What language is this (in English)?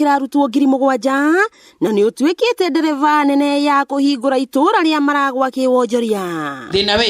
Kikuyu